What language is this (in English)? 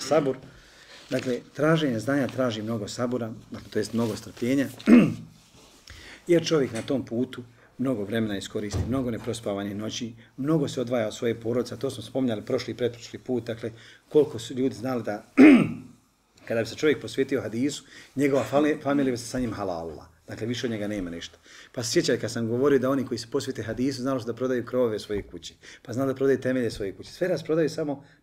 Bosnian